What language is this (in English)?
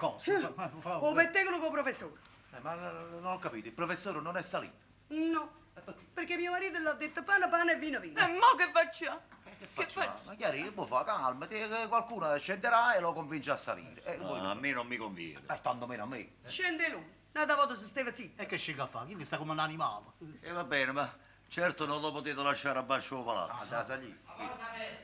Neapolitan